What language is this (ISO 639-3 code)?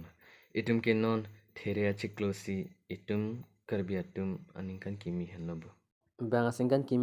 mjw